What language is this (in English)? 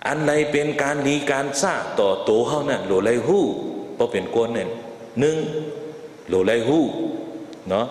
Shan